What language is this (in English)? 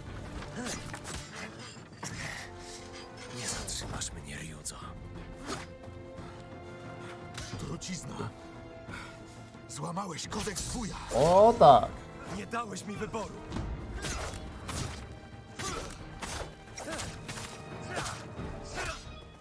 Polish